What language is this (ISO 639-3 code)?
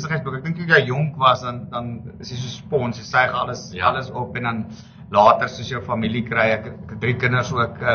afr